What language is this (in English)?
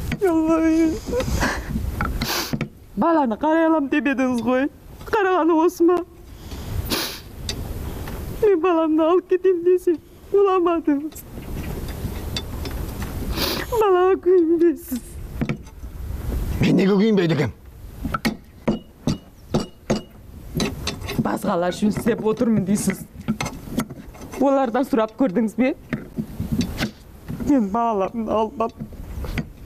Kazakh